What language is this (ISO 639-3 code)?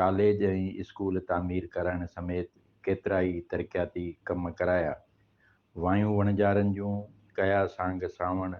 snd